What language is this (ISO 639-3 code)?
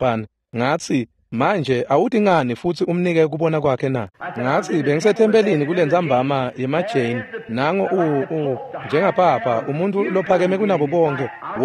ssw